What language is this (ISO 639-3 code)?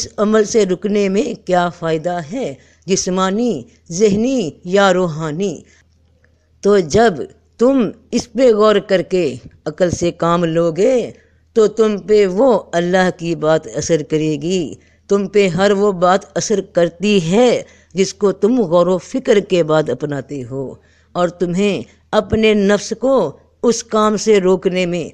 urd